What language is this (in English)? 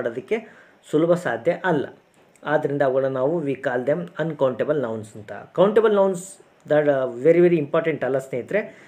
Kannada